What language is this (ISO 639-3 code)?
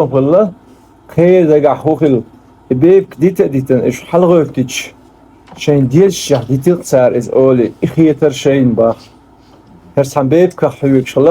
che